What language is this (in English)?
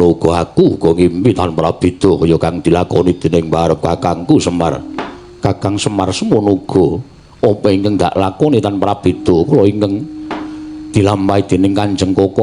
Javanese